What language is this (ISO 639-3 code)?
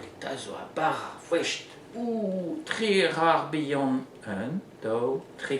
bre